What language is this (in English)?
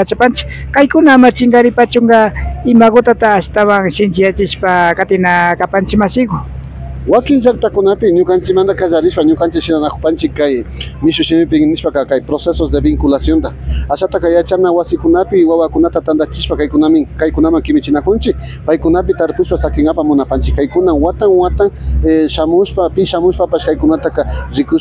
Imbabura Highland Quichua